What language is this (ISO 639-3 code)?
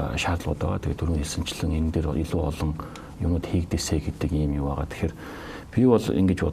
mon